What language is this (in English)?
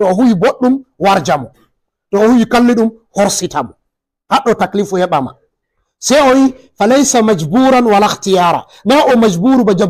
Fula